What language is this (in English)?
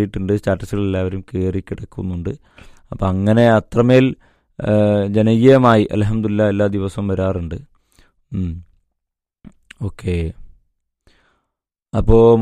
Malayalam